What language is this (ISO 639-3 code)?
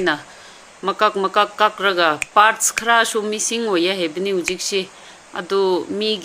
mni